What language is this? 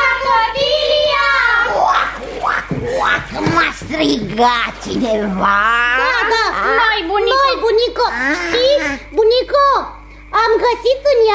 Romanian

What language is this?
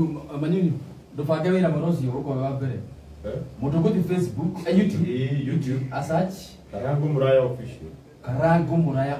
Kikuyu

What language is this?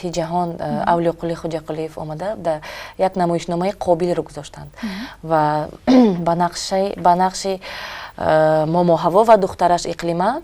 Tajik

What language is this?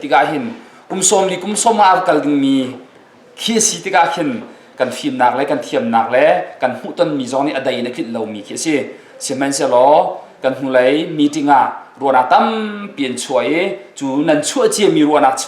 Hakha Chin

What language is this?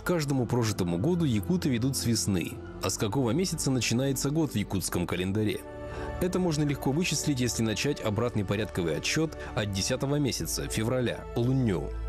Russian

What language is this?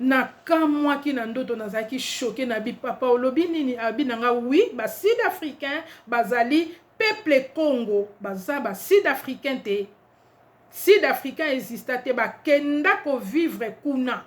Lingala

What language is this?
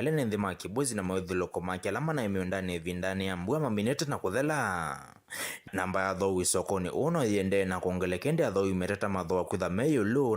Kamba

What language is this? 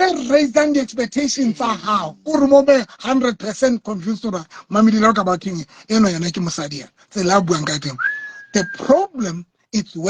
Southern Sotho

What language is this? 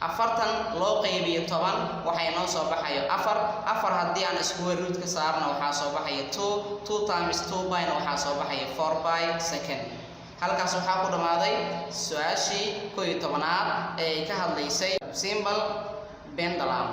Somali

